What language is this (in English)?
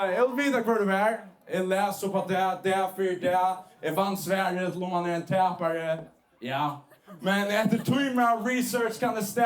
Faroese